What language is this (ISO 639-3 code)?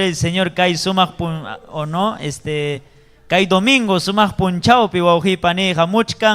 quy